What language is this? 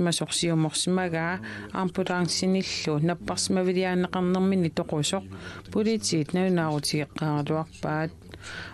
Kalaallisut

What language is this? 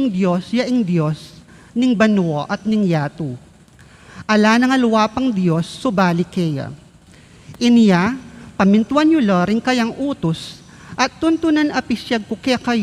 Pampanga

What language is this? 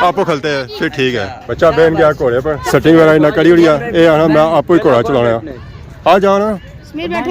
Pahari-Potwari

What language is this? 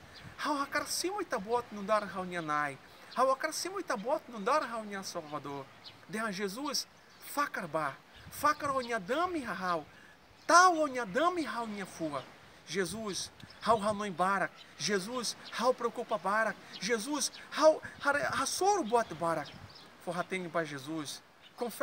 Tetum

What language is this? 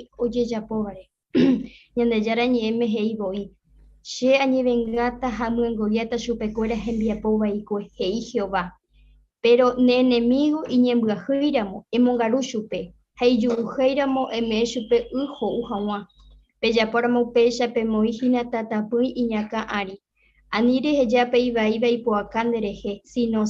Guarani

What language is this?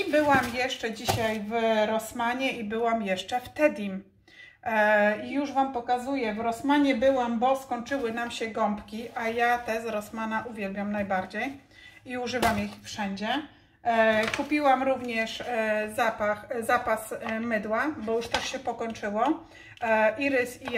Polish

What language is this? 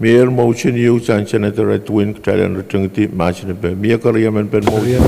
Pohnpeian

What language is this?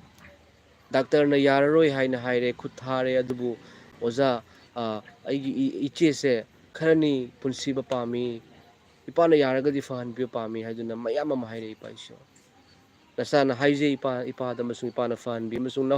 Manipuri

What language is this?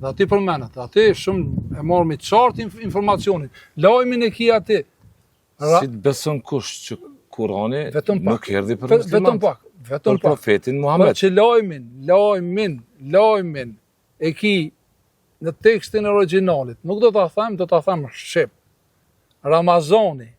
Albanian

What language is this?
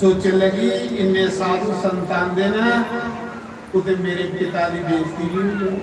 Dogri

